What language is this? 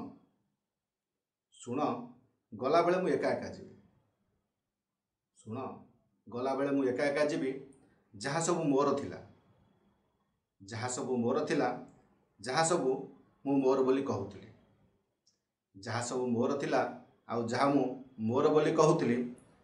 Odia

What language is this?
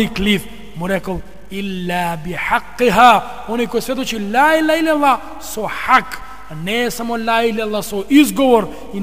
Macedonian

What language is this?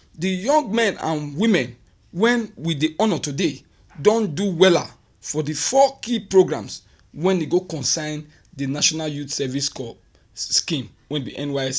Nigerian Pidgin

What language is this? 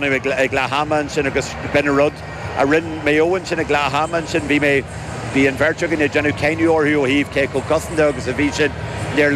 Irish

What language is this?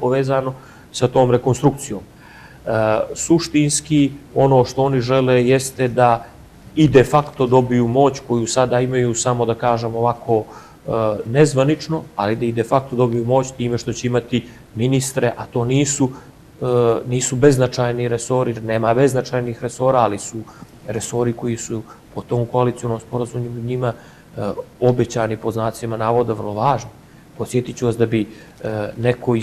Bosnian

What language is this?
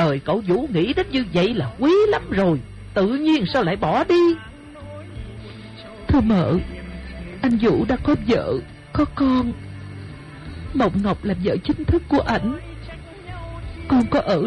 Vietnamese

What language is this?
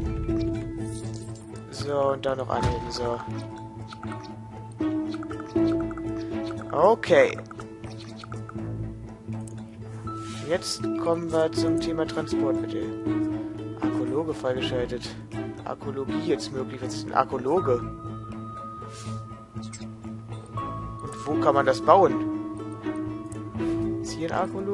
German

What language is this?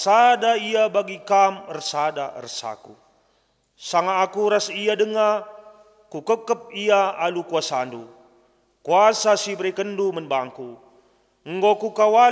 Batak Karo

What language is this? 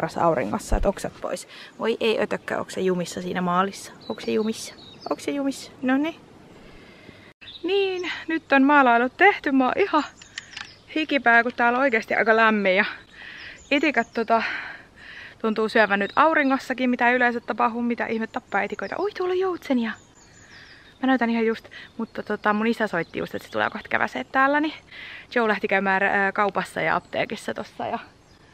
Finnish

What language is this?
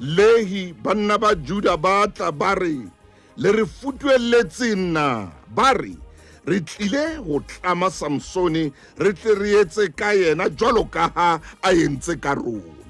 Southern Sotho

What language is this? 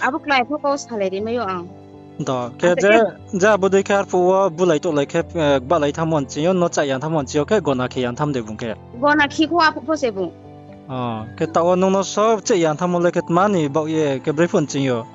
Riang (India)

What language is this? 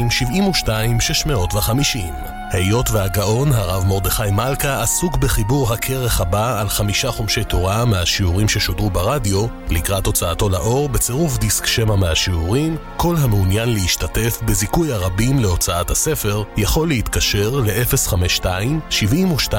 Hebrew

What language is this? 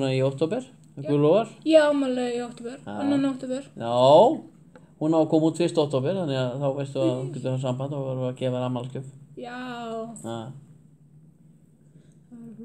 Icelandic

